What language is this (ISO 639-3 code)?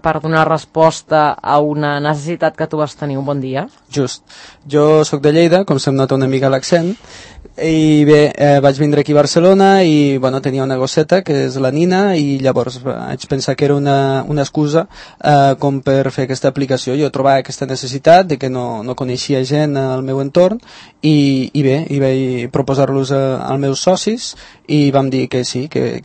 cat